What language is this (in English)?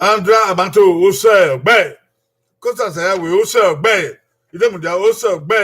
Bini